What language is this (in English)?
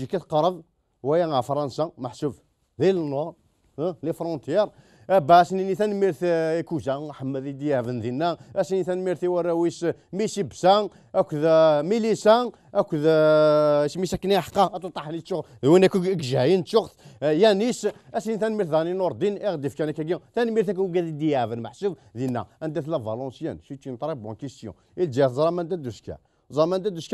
Kabyle